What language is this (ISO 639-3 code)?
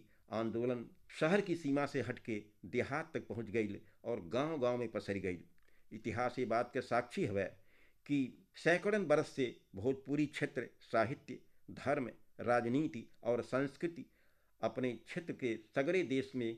bho